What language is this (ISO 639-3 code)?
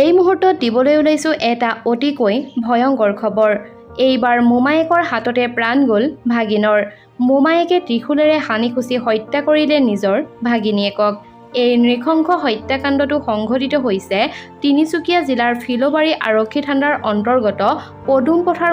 asm